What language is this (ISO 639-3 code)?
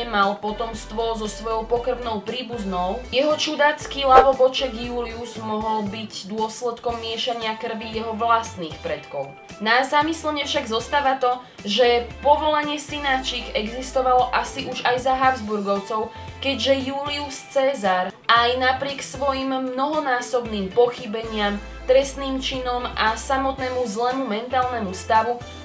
slk